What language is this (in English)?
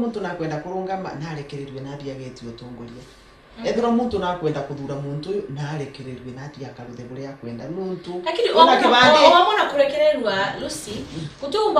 Meru